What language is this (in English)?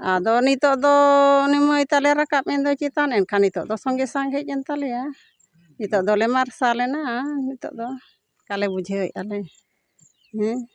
Santali